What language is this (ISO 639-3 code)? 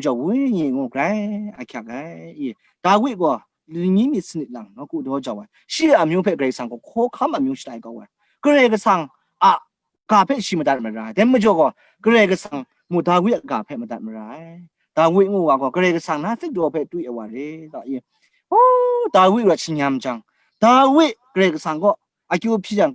kac